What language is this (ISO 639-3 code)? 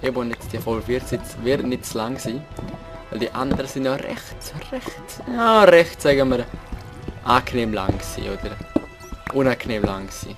gsw